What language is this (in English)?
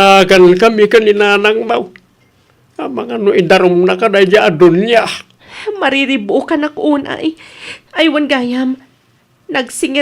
Iloko